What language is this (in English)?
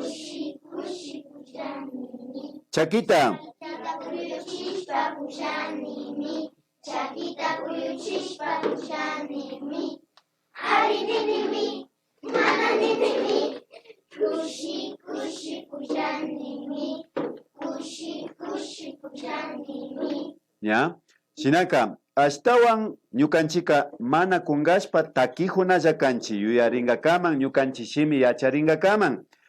Imbabura Highland Quichua